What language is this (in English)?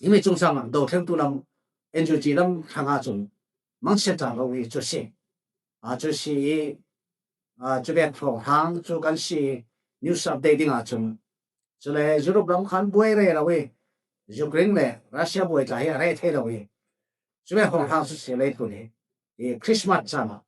Falam Chin